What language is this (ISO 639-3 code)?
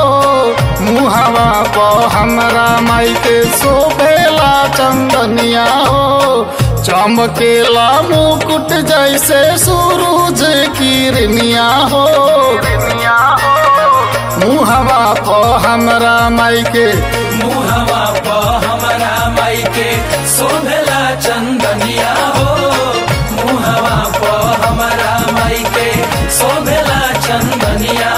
bho